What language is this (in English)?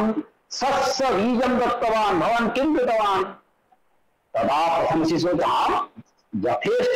Sanskrit